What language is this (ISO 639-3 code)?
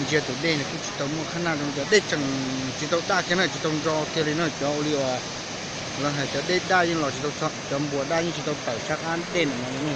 hmn